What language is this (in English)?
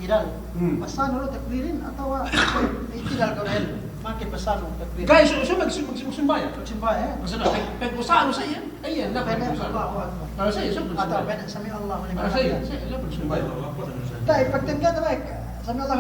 Yakan